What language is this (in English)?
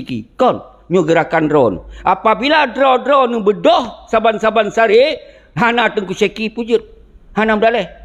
Achinese